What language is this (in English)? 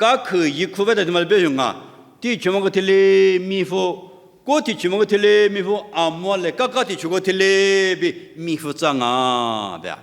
Lisu